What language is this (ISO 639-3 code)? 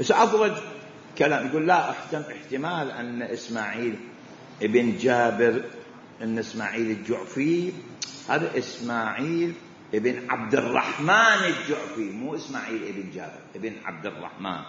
acm